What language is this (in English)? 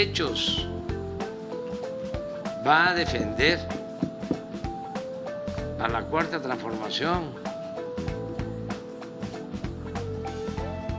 Spanish